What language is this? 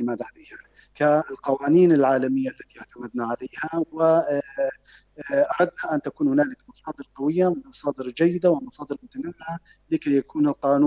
North Levantine Arabic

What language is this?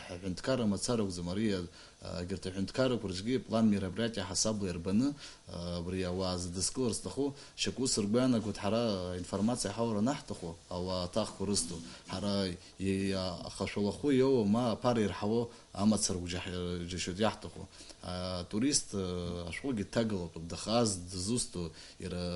Abkhazian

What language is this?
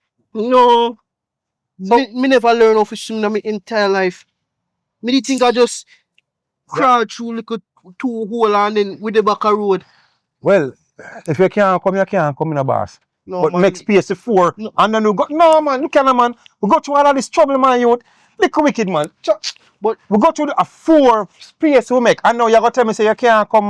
Jamaican Creole English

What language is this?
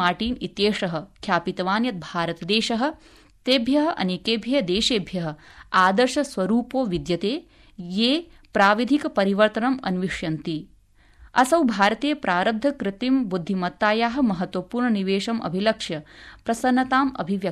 Sanskrit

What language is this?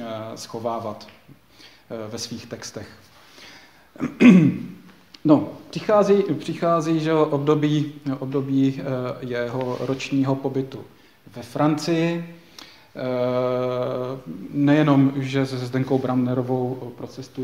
Czech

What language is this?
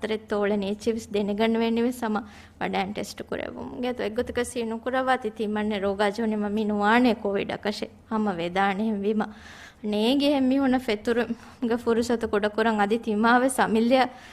Divehi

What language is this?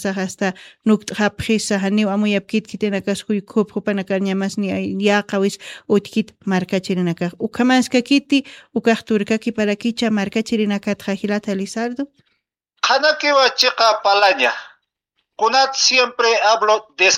Aymara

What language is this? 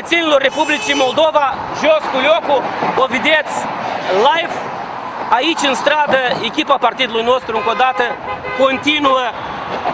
Romanian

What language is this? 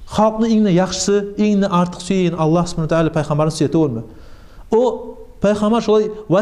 Kumyk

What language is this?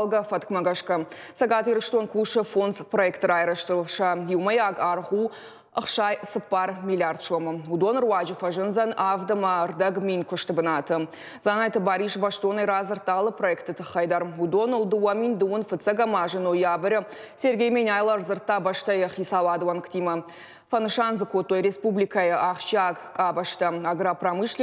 Ossetic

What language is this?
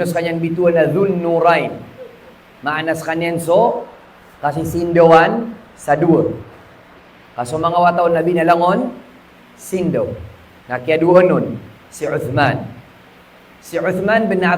Maranao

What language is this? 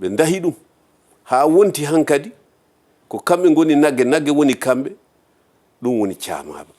Fula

